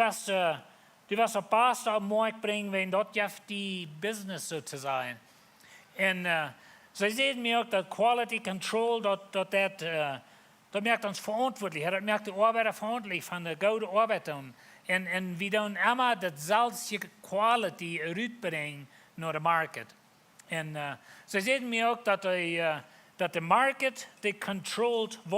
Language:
Plautdietsch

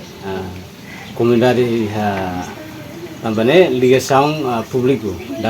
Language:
Tetum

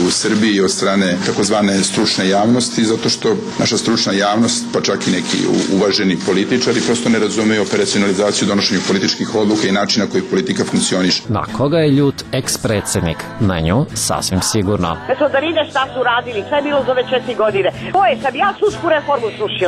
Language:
Serbian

